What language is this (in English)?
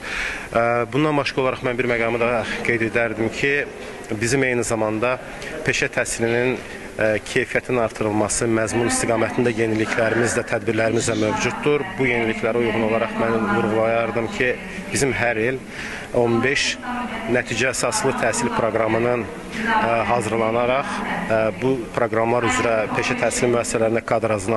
Azerbaijani